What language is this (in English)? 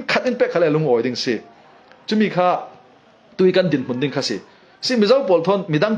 Falam Chin